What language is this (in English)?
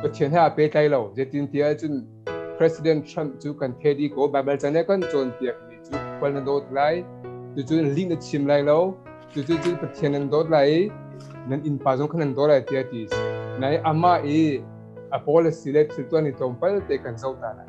Hakha Chin